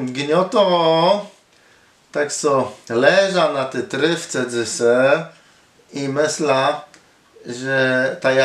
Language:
Kashubian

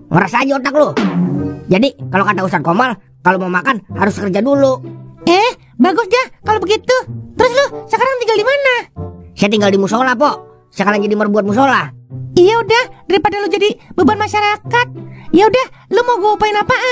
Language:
Betawi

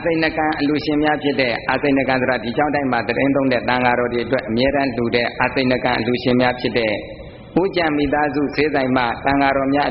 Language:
Burmese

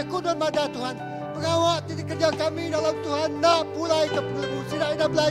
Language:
Iban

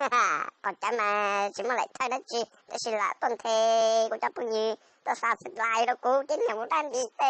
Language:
Hmong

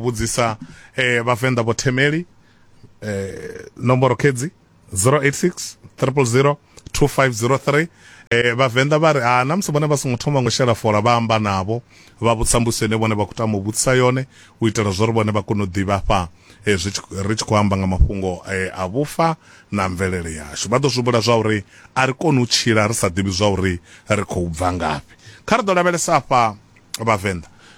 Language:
Venda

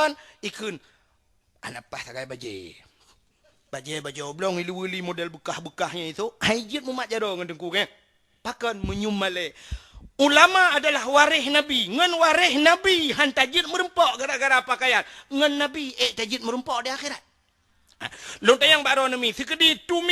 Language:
Achinese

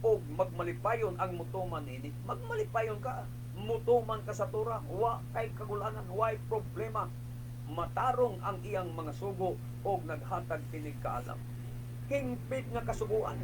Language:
Cebuano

